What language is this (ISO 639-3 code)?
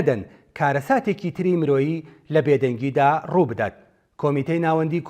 ckb